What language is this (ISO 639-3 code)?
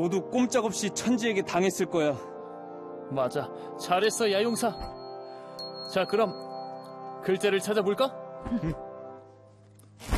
kor